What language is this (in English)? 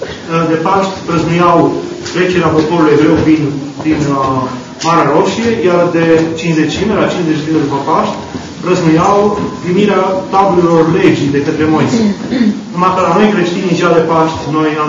Romanian